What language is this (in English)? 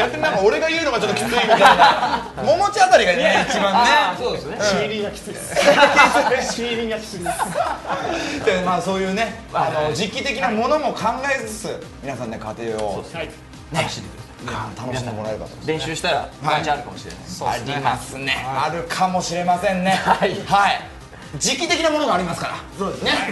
Japanese